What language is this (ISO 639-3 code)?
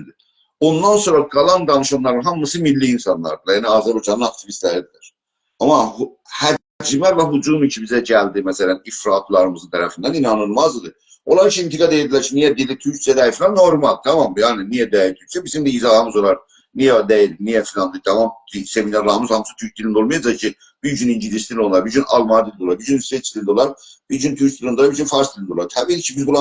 azb